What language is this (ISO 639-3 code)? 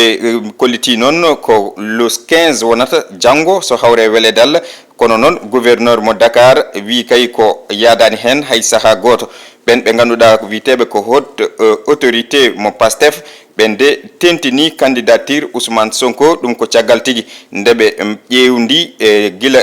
ful